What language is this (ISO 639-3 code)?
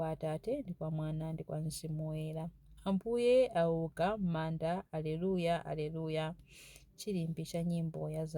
nya